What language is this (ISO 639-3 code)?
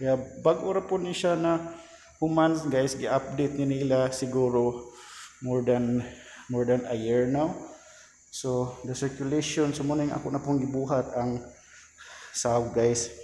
ceb